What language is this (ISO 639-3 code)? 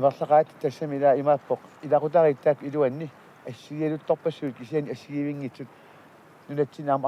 kal